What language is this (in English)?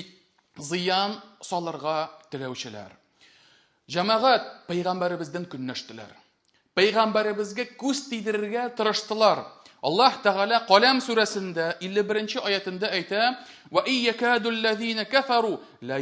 Tatar